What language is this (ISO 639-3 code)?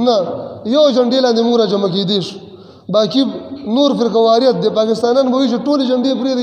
pus